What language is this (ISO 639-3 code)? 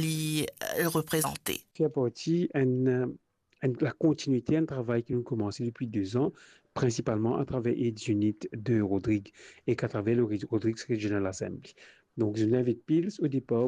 mfe